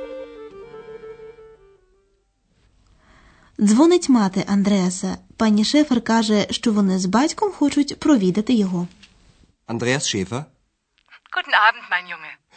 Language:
Ukrainian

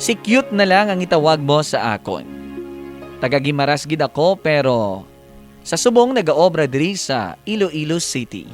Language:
Hiligaynon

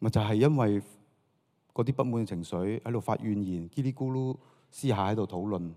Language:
Cantonese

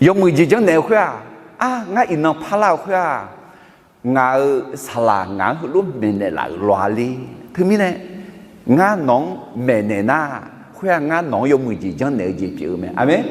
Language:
Akha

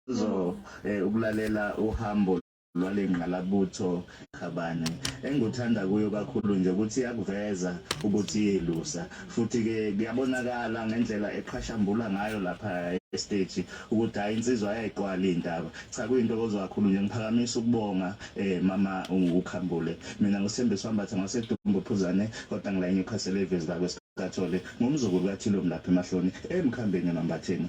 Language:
Zulu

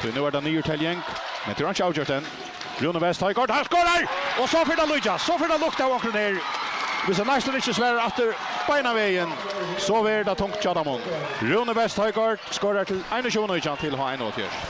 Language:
Faroese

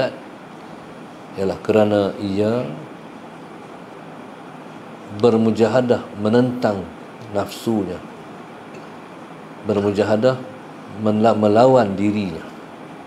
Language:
Malay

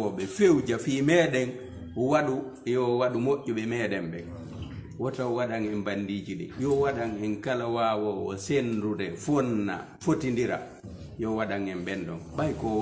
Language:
Fula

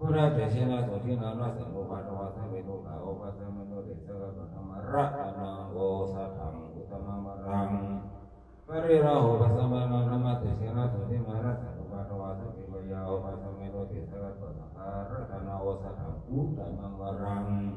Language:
Pali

